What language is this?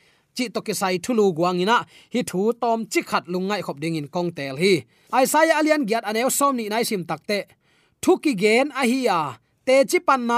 Tedim Chin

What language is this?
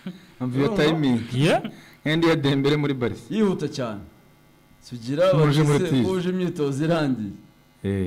Kinyarwanda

